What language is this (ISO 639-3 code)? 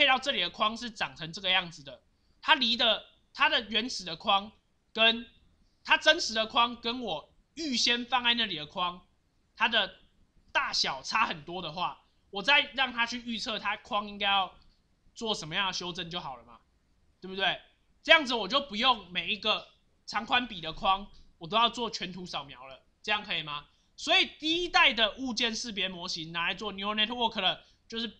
zho